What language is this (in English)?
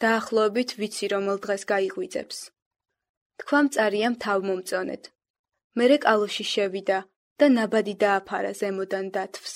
Georgian